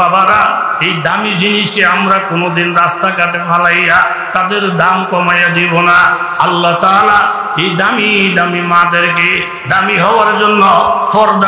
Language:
Bangla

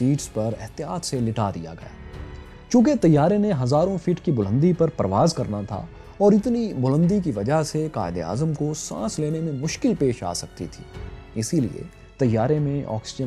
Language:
Urdu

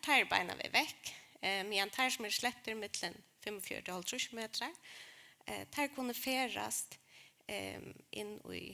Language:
Faroese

